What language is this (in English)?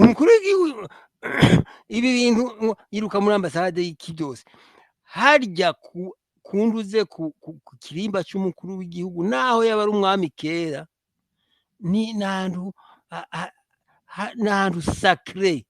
Rundi